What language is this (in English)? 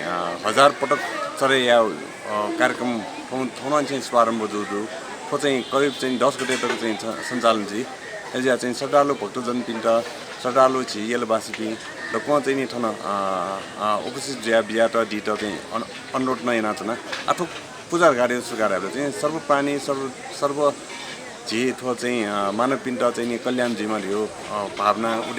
Newari